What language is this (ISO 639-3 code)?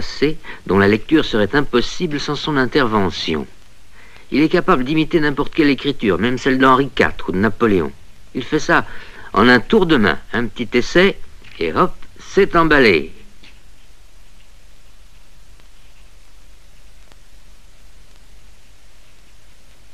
fra